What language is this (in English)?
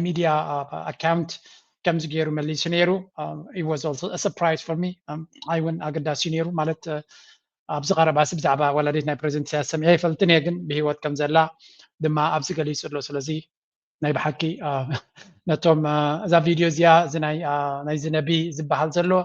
Tigrinya